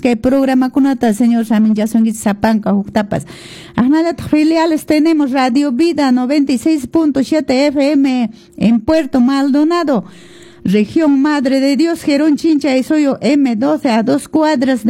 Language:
Quechua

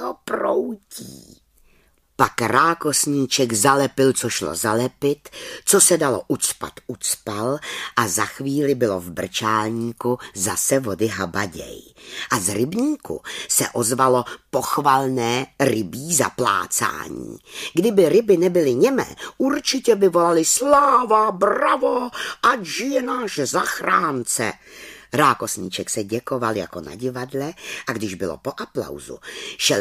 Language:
Czech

